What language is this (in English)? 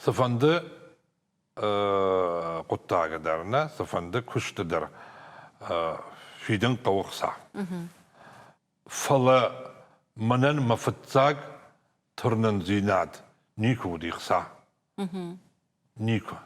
Ossetic